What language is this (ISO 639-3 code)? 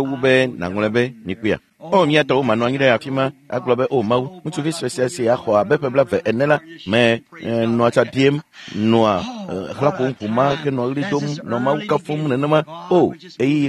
ewe